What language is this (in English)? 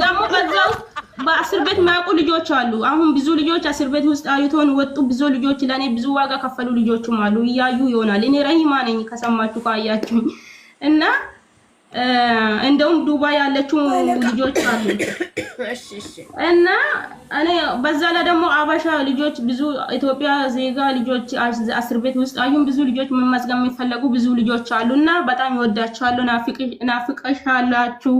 Amharic